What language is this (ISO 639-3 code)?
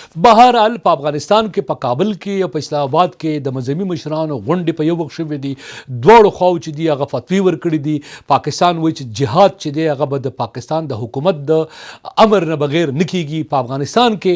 pus